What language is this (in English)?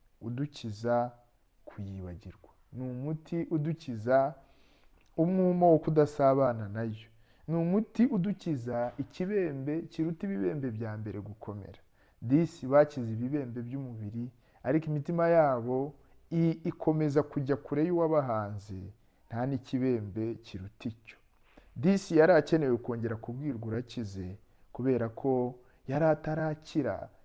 Kinyarwanda